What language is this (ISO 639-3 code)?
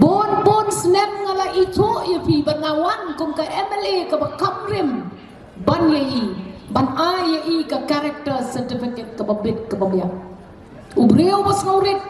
kha